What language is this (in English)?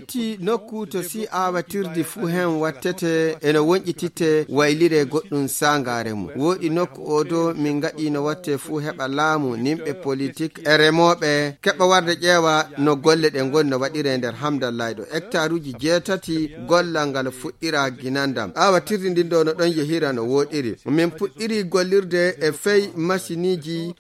Fula